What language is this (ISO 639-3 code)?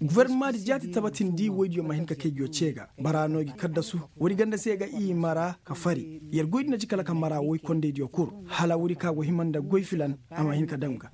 ses